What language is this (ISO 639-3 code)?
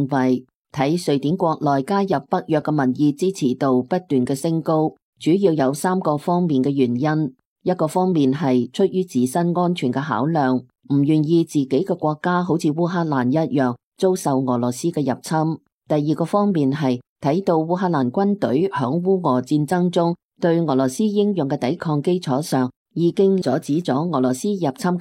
yue